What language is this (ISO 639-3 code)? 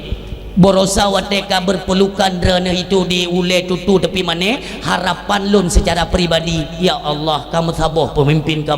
ace